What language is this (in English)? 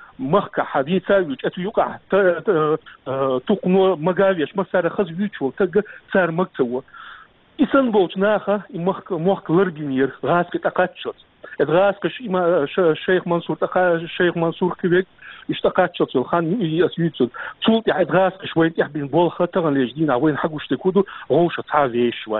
Chechen